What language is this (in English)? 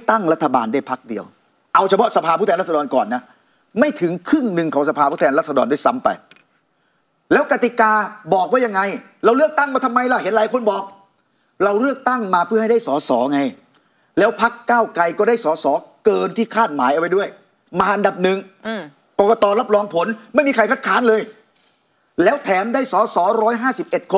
Thai